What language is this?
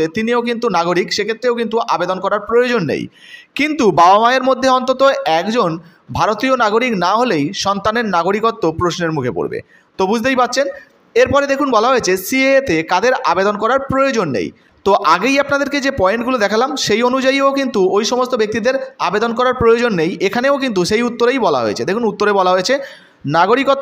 Bangla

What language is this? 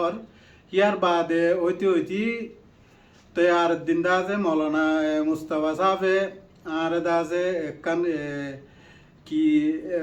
Rohingya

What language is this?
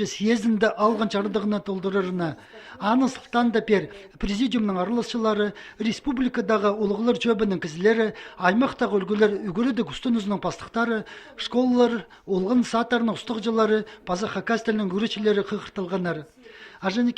Khakas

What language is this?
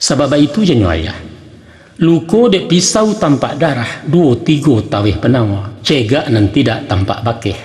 Minangkabau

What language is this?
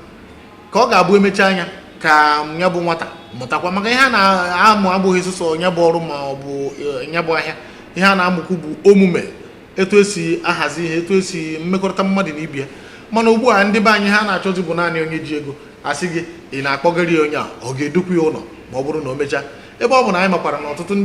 Igbo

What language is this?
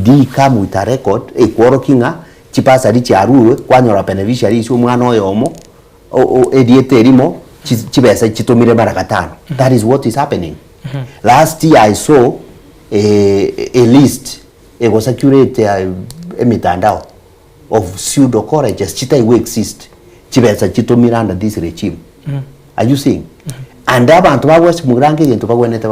Gusii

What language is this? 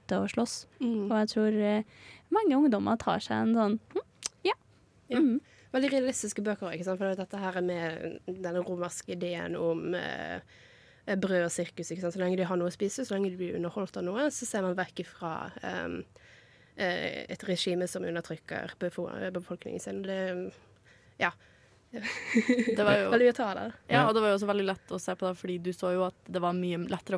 Norwegian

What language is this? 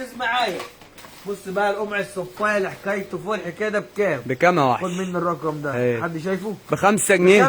Egyptian Arabic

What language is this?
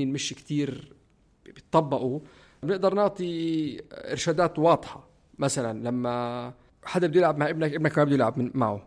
North Levantine Arabic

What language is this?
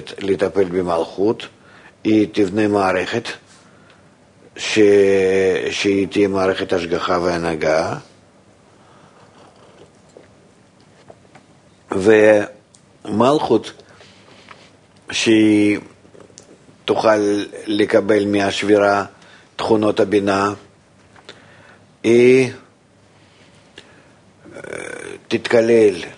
Hebrew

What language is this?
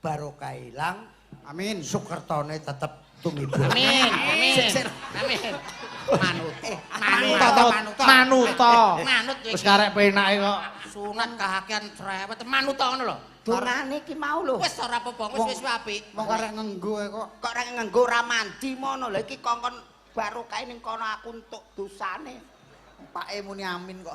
Javanese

